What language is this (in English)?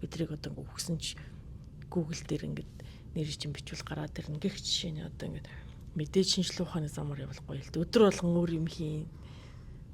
Mongolian